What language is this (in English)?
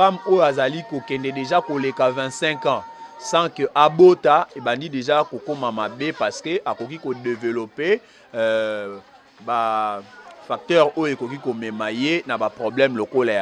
Lingala